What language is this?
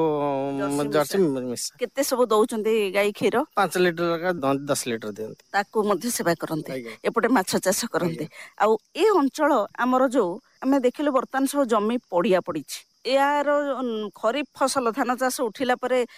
Odia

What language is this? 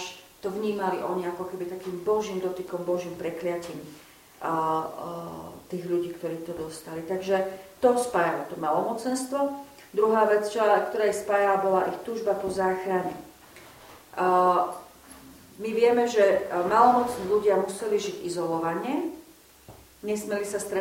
Slovak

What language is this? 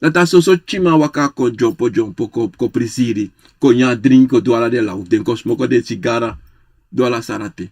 Sranan Tongo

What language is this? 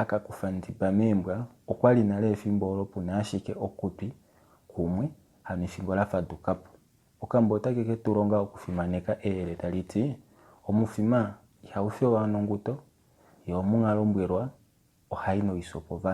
Kuanyama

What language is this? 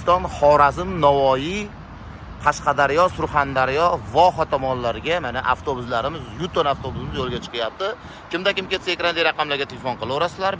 Uzbek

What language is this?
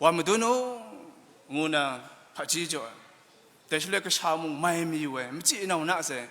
Kachin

